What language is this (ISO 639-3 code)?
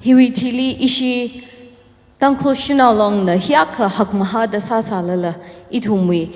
nmf